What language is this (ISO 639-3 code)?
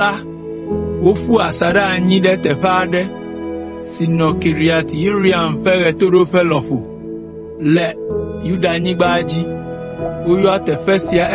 ewe